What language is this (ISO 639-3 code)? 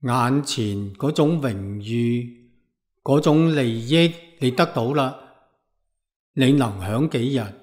yue